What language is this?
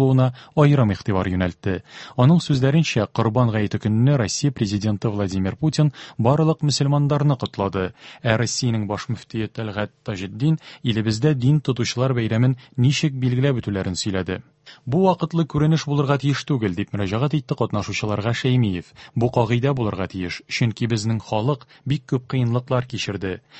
Tatar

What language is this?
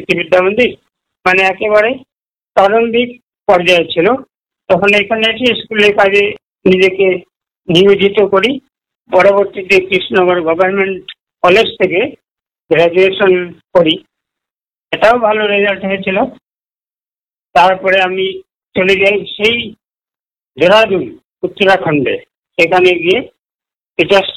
Bangla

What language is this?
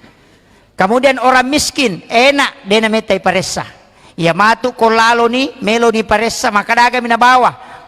Buginese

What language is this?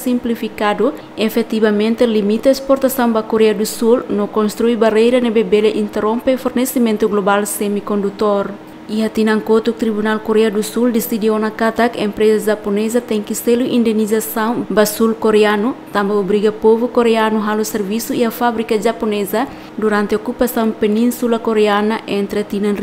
Tetum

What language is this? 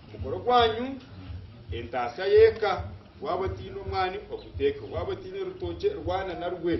Nyankole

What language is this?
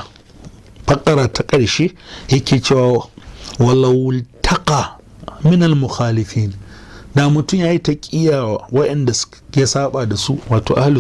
Hausa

